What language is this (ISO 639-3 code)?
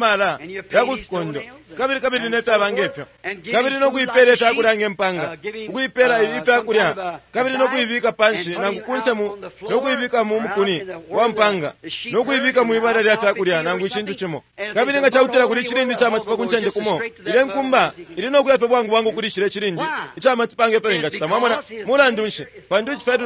bem